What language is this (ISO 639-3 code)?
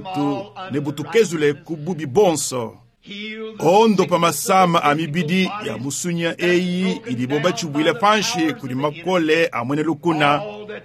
lua